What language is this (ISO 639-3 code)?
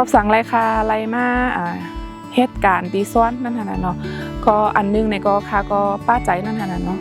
shn